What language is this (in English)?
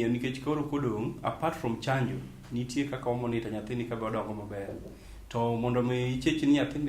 Luo (Kenya and Tanzania)